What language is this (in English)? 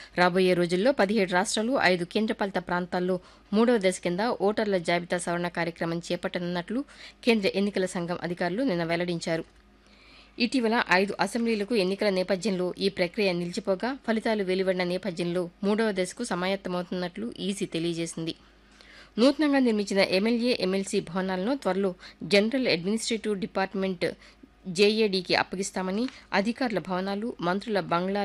Telugu